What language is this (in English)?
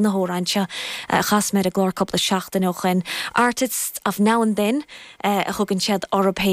Irish